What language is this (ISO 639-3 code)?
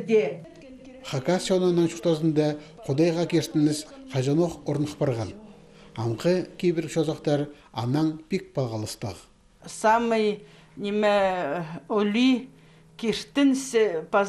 kjh